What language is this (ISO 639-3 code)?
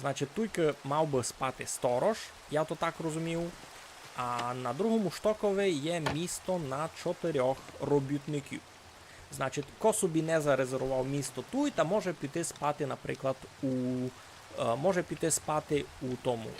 rue